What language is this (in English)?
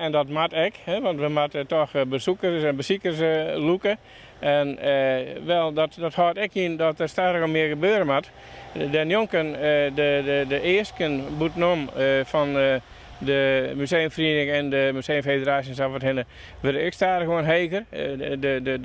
Western Frisian